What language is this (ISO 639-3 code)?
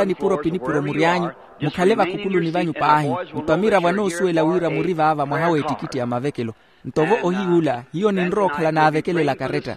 vmw